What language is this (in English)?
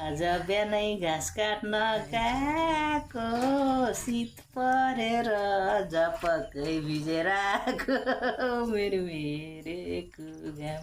Nepali